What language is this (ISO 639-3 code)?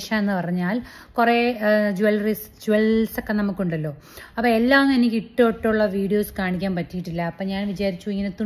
mal